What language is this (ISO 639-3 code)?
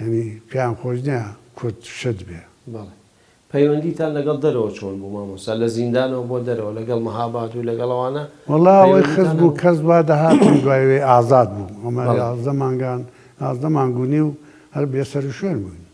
ckb